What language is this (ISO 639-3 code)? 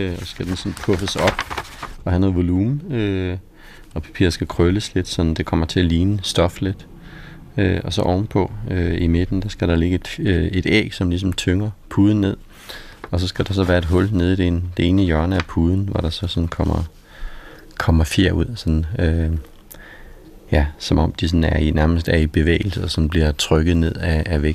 dan